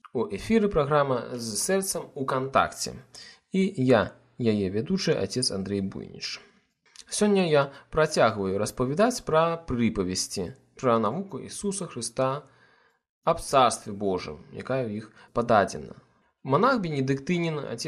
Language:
Belarusian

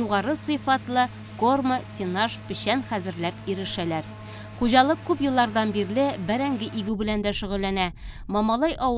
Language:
Tatar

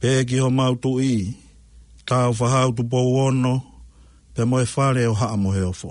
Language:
Tongan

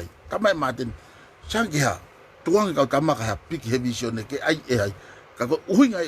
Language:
Tongan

